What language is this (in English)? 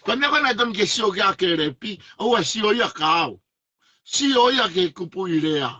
Tongan